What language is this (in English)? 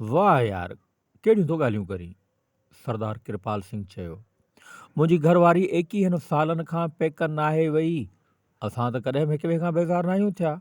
Sindhi